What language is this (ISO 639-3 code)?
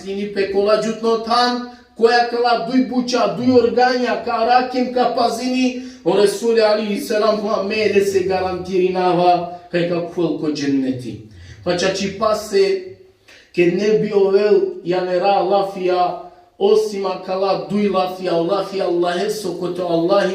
rmn